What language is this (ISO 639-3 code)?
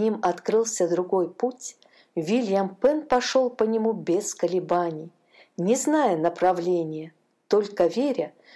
rus